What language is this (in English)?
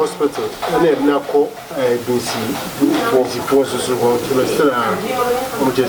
Akan